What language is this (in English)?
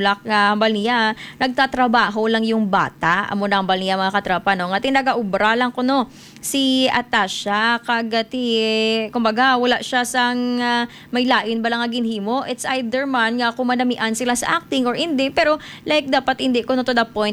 Hiligaynon